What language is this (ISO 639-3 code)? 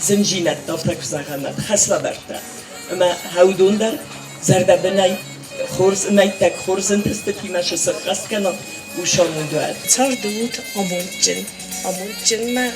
oss